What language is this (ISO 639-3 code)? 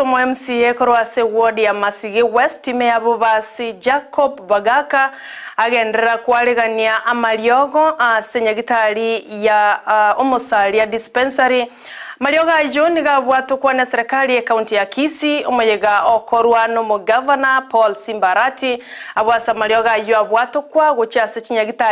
guz